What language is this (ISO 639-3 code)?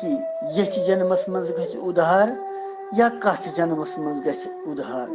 kas